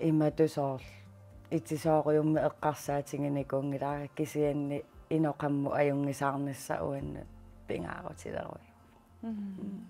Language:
Kalaallisut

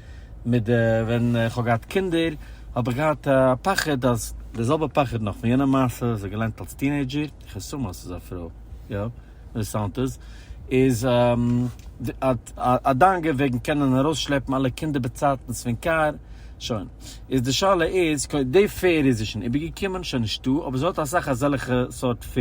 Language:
Yiddish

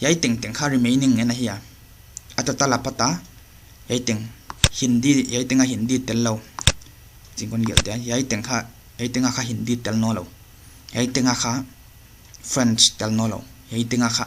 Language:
Paite Chin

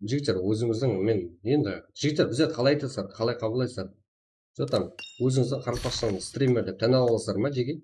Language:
Kara-Kalpak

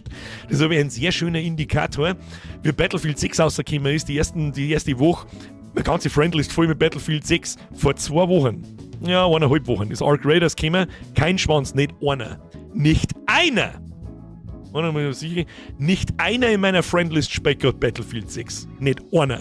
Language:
Bavarian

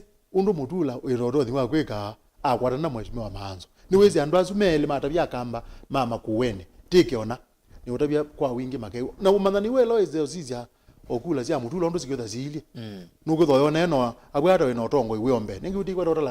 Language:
Kamba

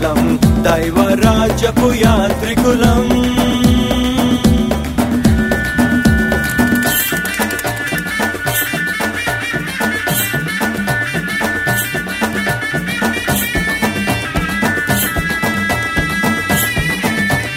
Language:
Telugu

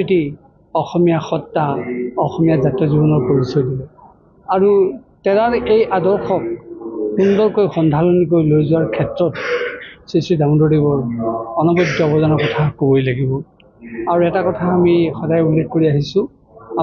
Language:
Assamese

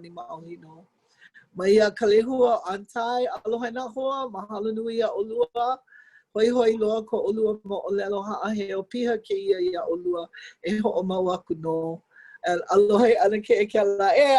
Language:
Hawaiian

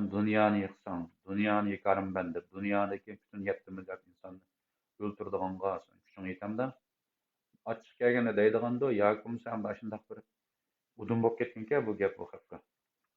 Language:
Uyghur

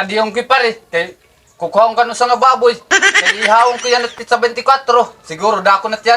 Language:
Waray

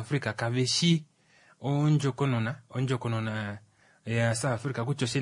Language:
Kuanyama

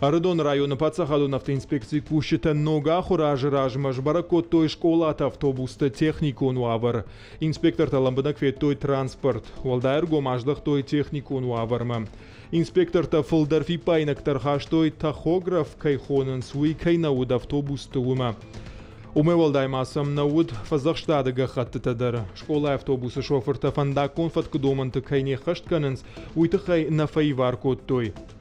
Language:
Ossetic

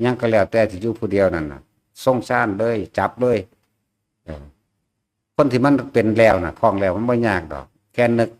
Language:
Northeastern Thai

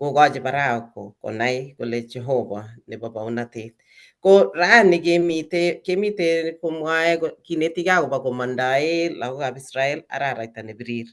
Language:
Kalenjin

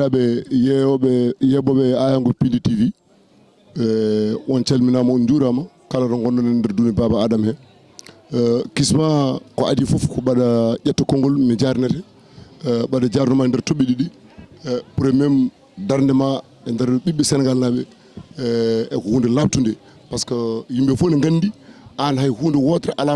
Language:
Fula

